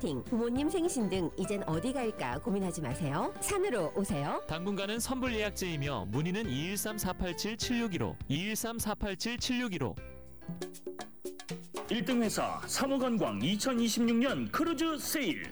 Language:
Korean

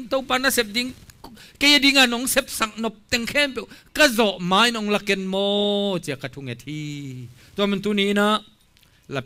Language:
Tedim Chin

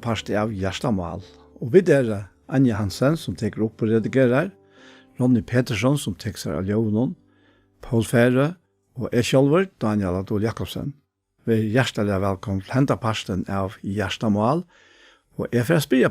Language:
Faroese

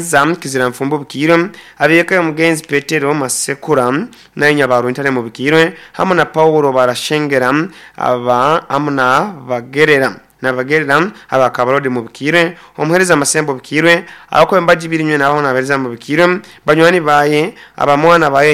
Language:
Nyoro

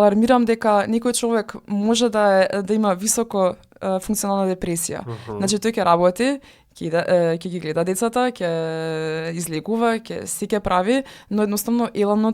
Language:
Macedonian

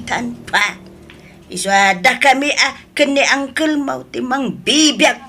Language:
Iloko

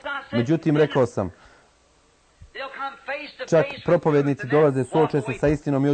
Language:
Croatian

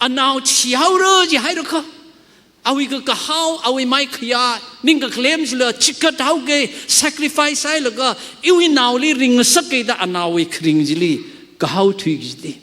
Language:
Tangkhul Naga (India)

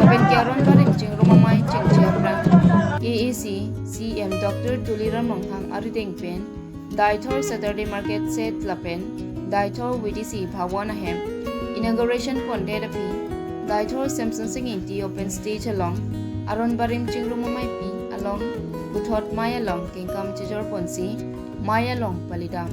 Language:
Karbi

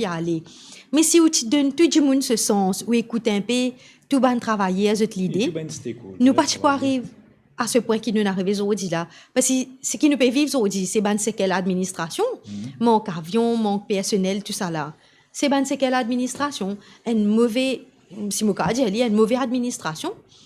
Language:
Morisyen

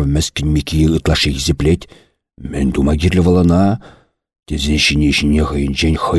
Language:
Chuvash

